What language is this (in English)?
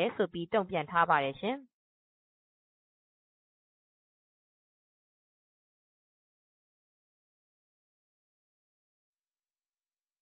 Burmese